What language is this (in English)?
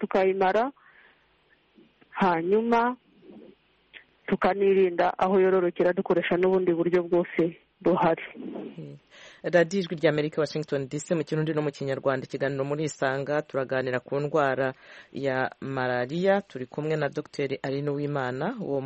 Kinyarwanda